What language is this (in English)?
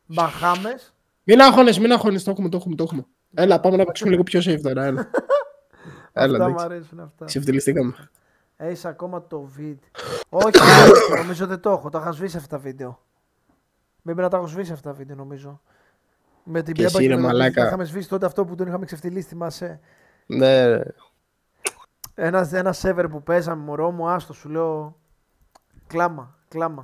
Greek